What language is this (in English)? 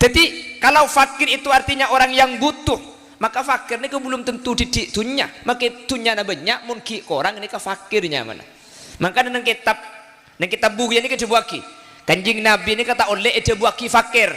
Madurese